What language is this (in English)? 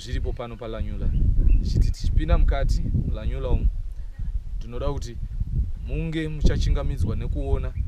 Shona